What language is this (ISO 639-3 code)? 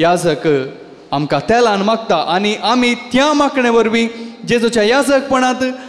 kok